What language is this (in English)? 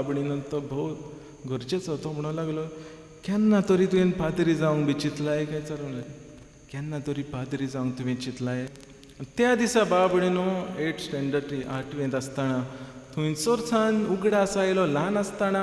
Konkani